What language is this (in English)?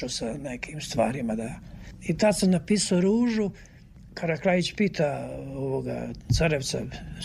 Serbian